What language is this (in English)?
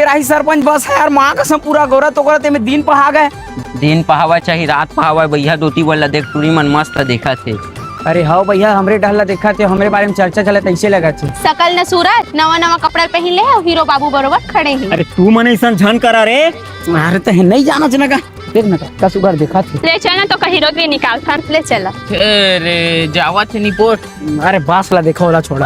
Chhattisgarhi